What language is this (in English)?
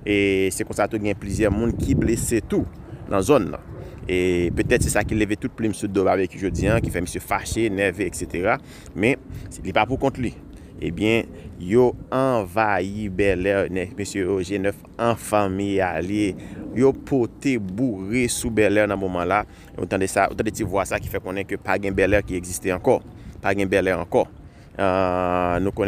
Haitian Creole